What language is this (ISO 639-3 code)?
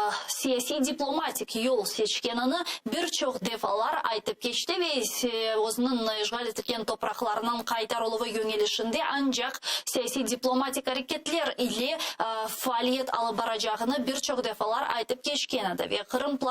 crh